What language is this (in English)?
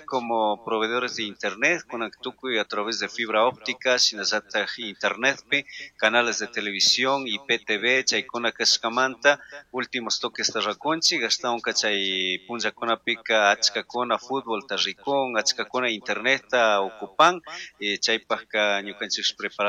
Chimborazo Highland Quichua